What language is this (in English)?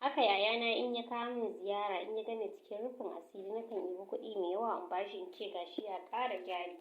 Hausa